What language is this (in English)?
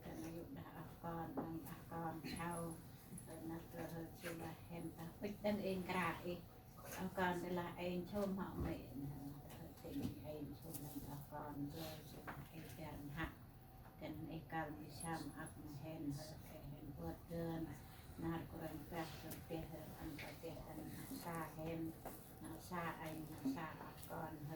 Central Mnong